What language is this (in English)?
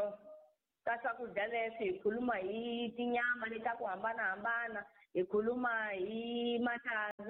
Tsonga